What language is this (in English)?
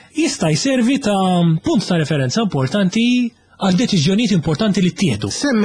Maltese